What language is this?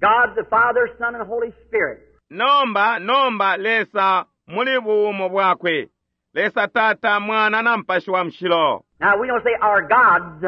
Bemba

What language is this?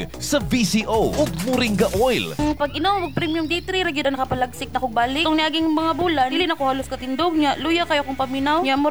Cebuano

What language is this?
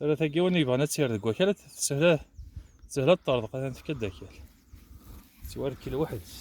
Kabyle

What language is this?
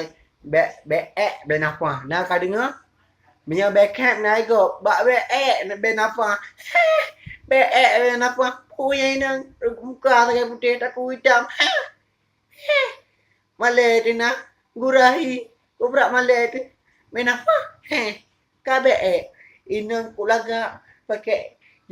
Achinese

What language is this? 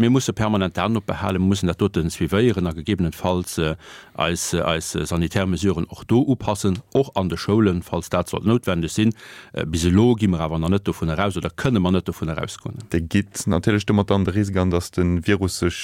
Luxembourgish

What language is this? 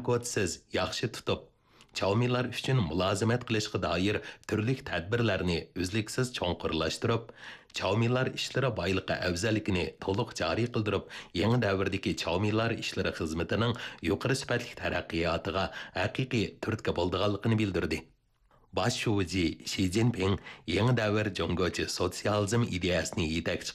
Uyghur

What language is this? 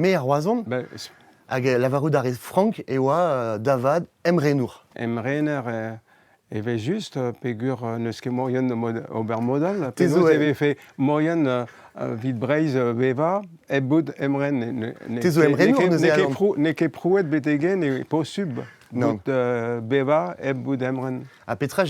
Breton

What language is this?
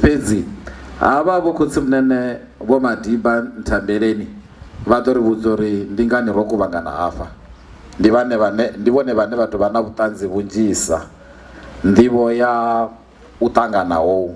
Venda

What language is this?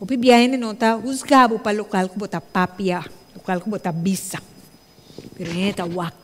Papiamento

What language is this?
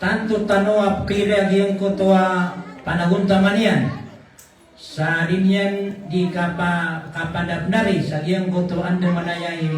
Maranao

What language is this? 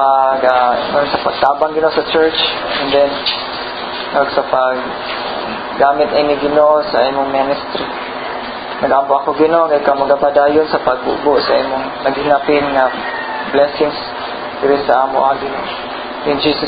Cebuano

